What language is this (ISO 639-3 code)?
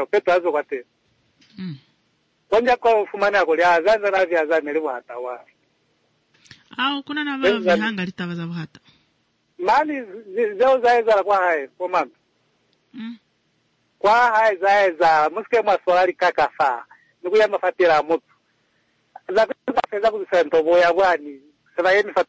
swa